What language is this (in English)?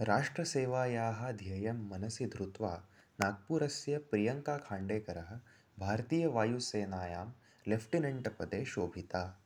Sanskrit